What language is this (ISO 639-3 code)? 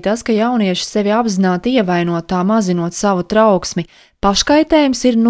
lav